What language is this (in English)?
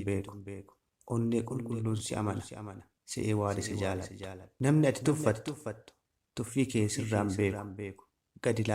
Oromo